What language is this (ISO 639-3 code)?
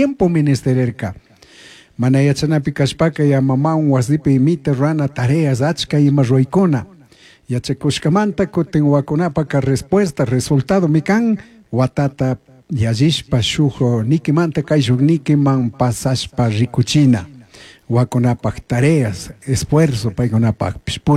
qug